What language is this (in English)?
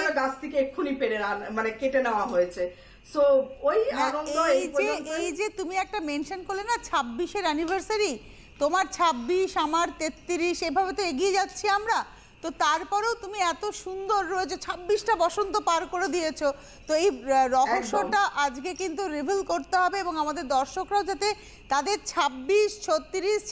Bangla